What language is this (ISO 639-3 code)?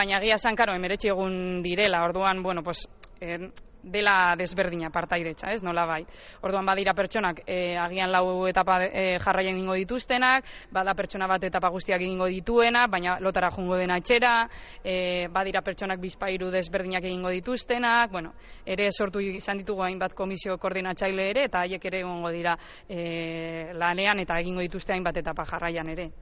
eus